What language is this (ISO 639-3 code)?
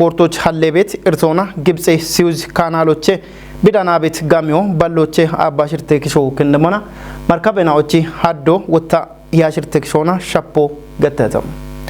kbr